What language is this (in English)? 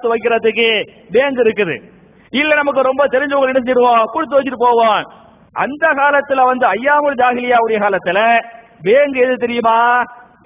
Tamil